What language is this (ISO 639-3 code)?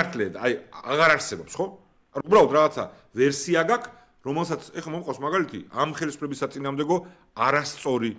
kat